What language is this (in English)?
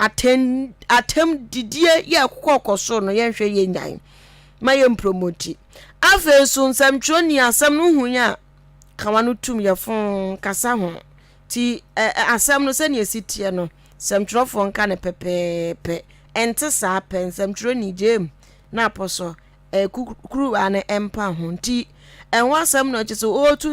Akan